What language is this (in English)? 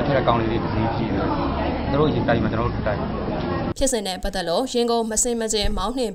Burmese